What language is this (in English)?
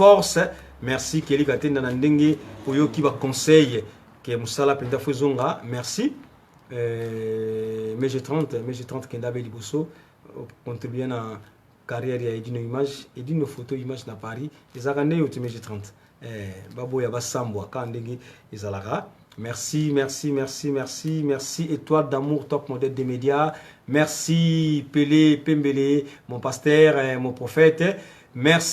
Lingala